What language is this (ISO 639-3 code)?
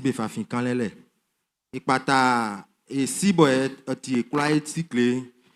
bci